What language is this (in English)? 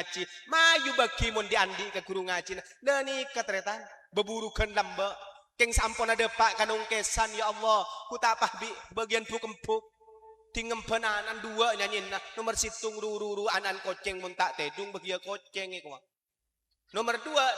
Madurese